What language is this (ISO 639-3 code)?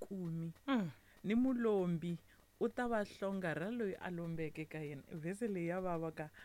tso